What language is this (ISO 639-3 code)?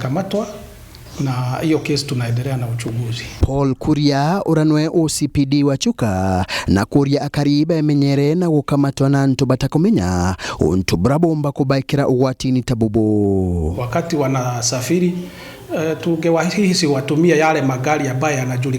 mer